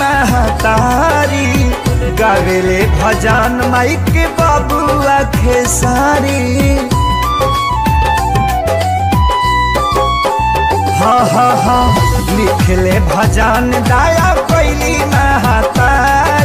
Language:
Bhojpuri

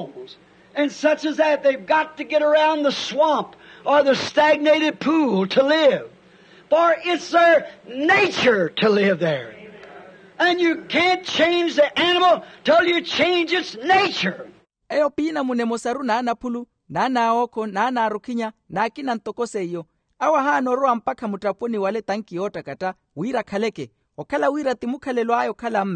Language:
Makhuwa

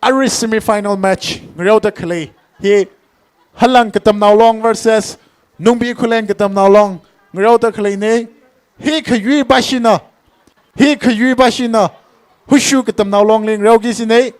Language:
Tangkhul Naga (India)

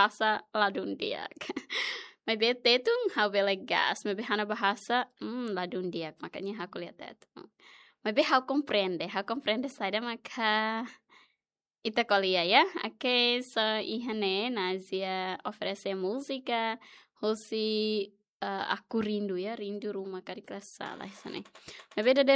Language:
Tetum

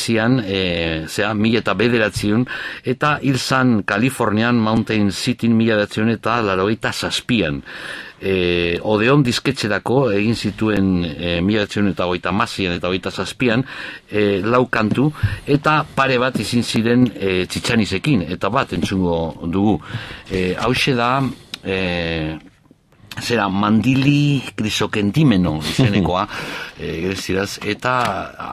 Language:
Basque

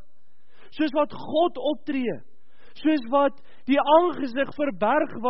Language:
Afrikaans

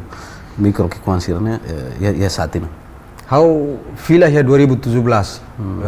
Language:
Tetum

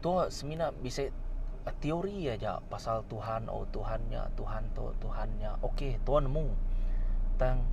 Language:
Iban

